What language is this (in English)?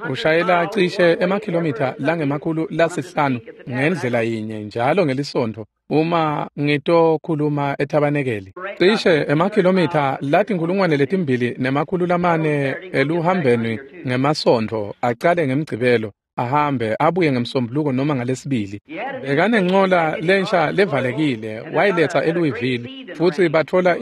Swati